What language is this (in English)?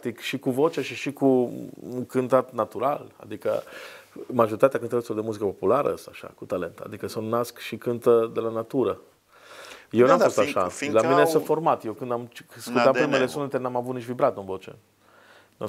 Romanian